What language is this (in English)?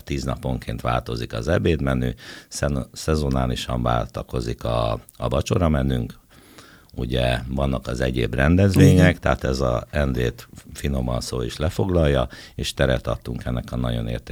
Hungarian